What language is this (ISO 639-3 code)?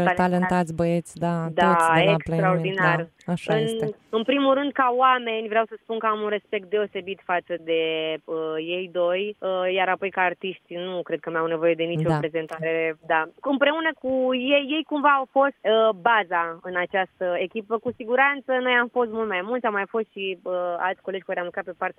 ron